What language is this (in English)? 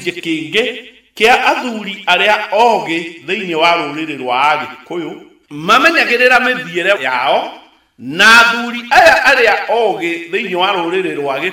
Kikuyu